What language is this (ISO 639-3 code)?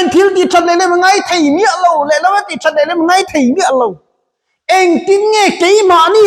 lus